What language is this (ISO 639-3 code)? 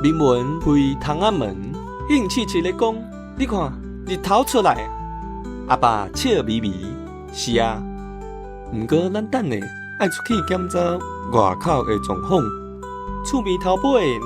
nan